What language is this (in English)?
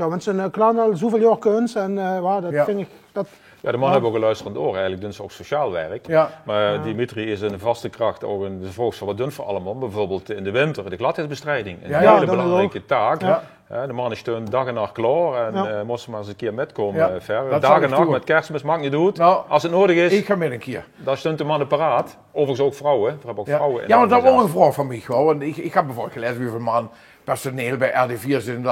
Limburgish